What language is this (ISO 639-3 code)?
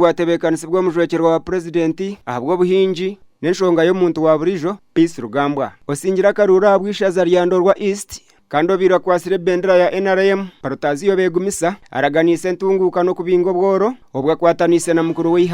nyn